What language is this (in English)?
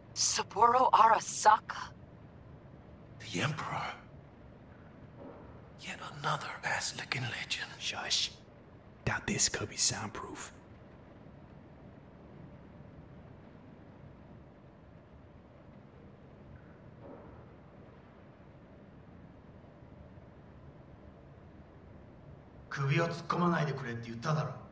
English